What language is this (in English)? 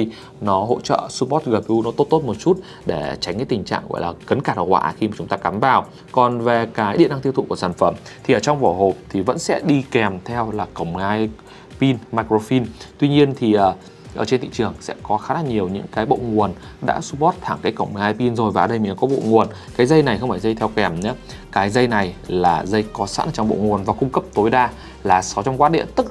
Vietnamese